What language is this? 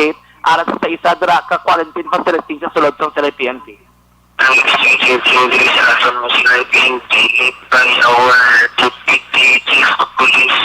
Hiligaynon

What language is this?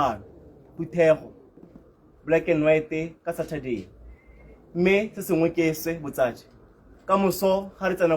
Tswana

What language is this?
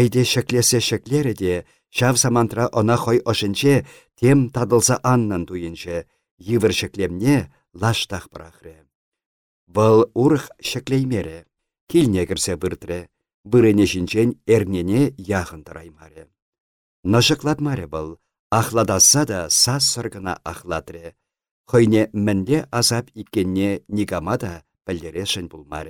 Chuvash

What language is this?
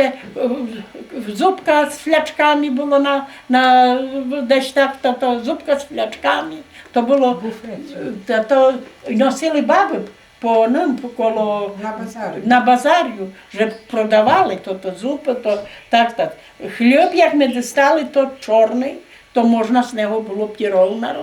Rusyn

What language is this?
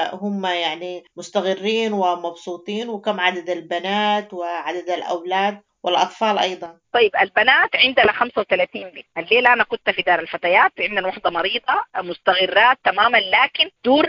Sudanese Arabic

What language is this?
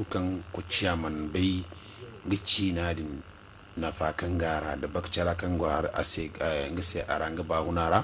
Zarma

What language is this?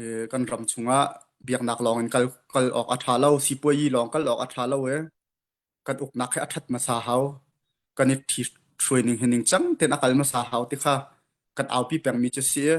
Hakha Chin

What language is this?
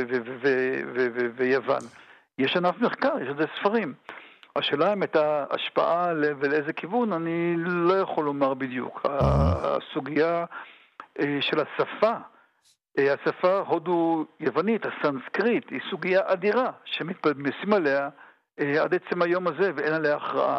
Hebrew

